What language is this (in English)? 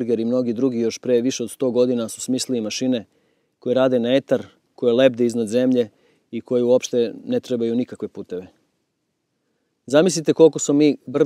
Serbian